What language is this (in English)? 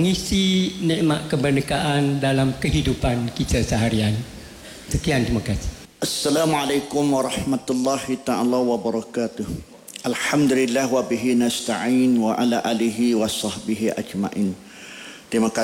Malay